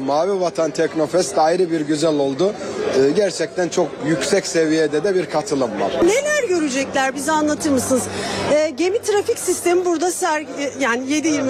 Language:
Turkish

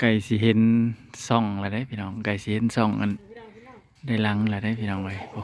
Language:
Northeastern Thai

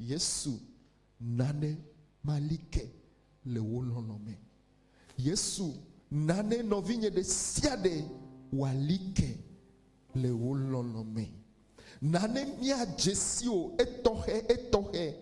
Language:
Ewe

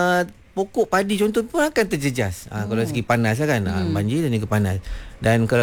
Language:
Malay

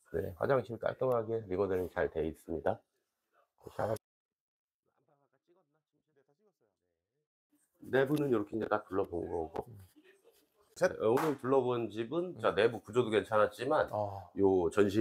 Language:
Korean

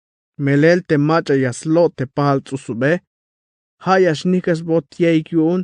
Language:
Tzeltal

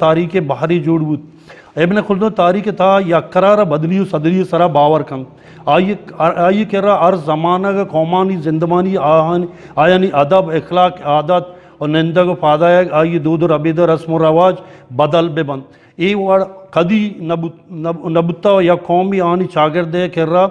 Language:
Eastern Balochi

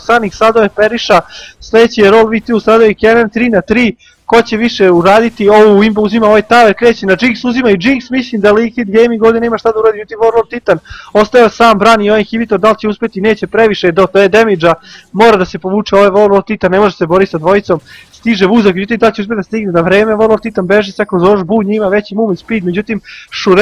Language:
Serbian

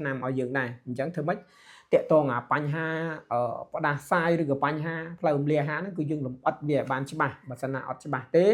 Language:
Khmer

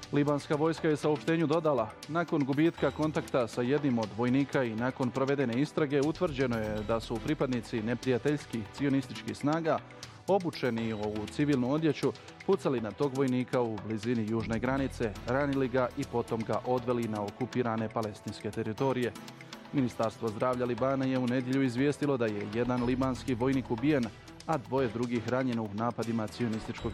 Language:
Bosnian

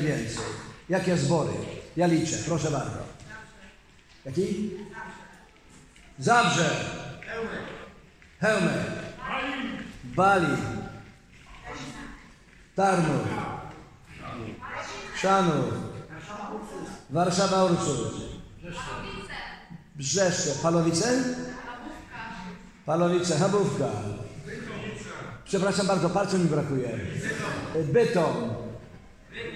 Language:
Polish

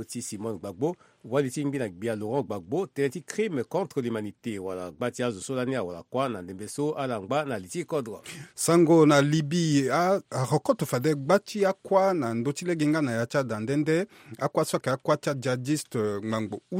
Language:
Sango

